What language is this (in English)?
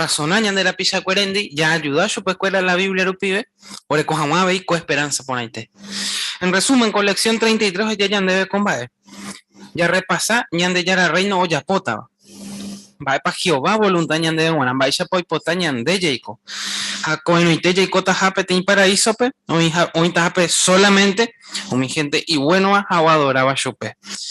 Guarani